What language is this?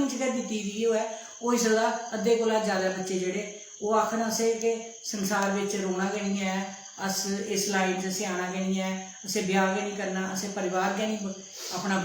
Dogri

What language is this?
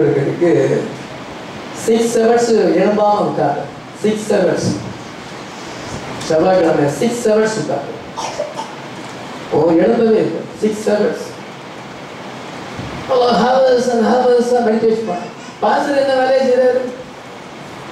Tamil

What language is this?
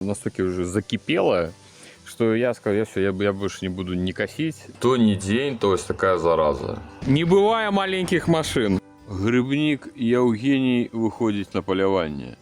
Belarusian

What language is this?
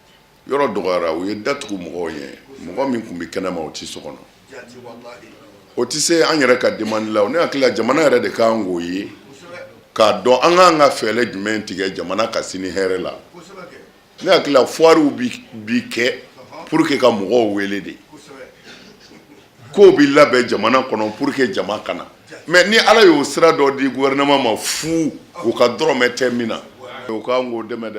Bambara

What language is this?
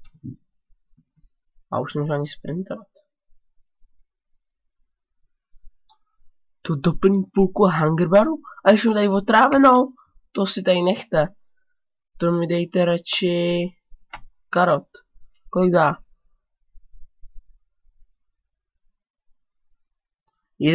Czech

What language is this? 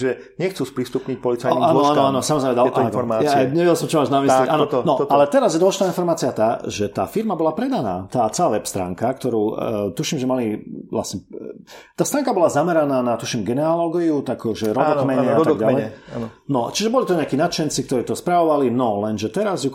Slovak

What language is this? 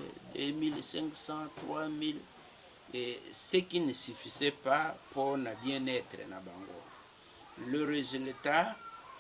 Lingala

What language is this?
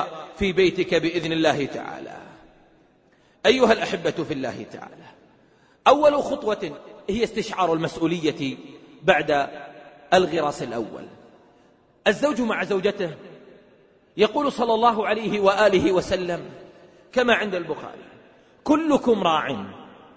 Arabic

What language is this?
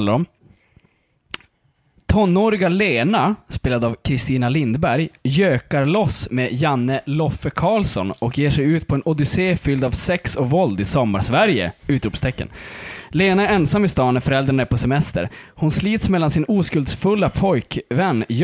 Swedish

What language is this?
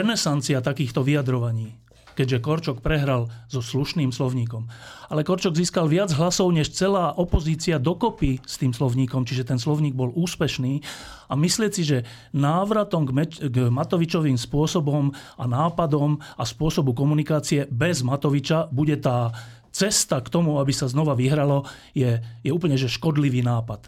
Slovak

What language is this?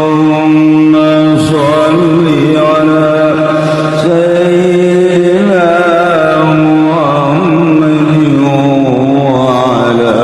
Sundanese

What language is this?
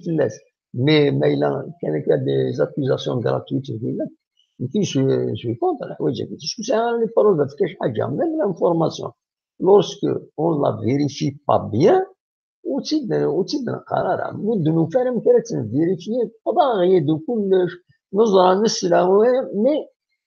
Kabyle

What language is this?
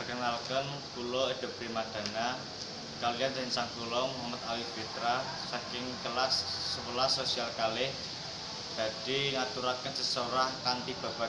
Javanese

